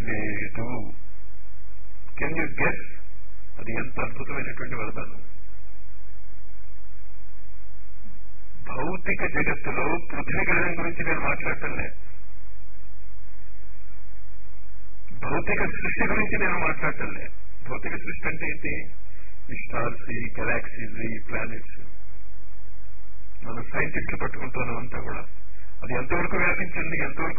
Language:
Telugu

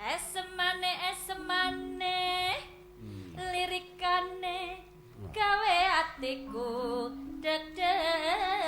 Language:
Javanese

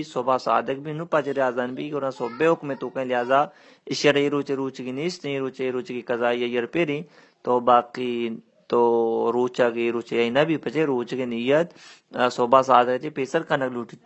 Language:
Baluchi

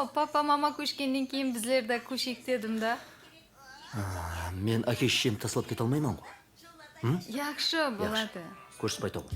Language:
Kara-Kalpak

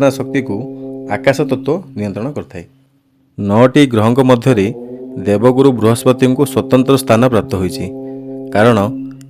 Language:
Odia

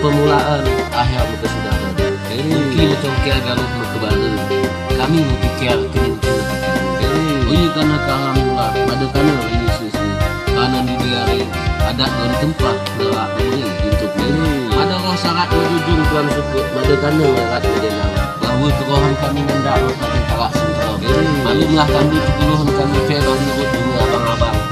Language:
Achinese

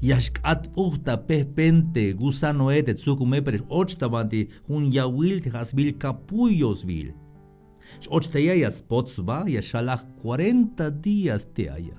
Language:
Tzeltal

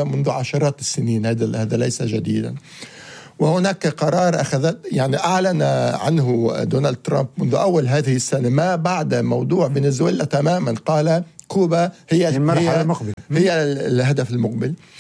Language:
Arabic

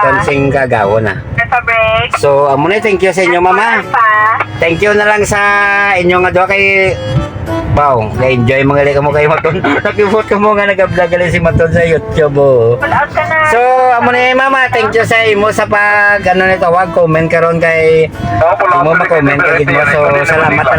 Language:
Hiligaynon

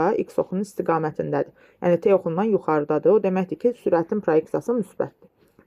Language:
Azerbaijani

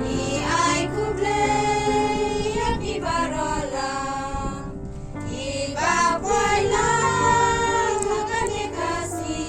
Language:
Khasi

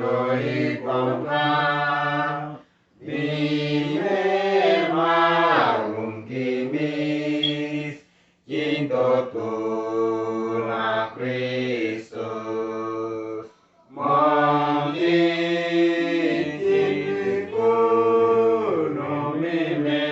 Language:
Uduk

